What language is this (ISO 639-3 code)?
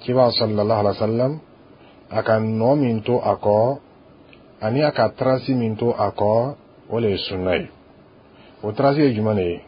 dyu